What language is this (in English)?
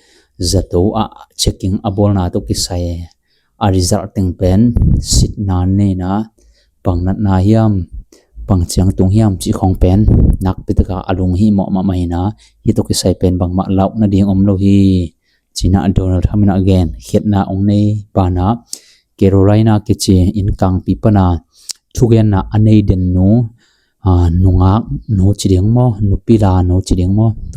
Tedim Chin